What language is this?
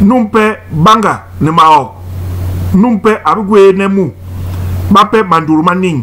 Basaa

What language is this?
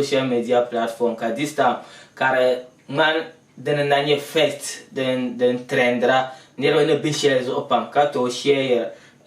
Dagbani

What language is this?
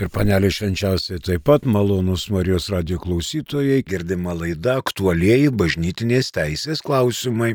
Lithuanian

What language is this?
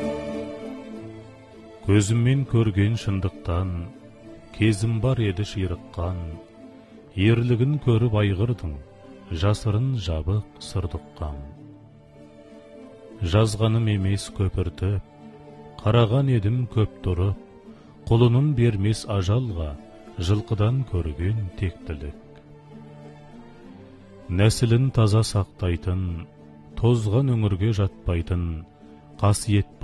Kazakh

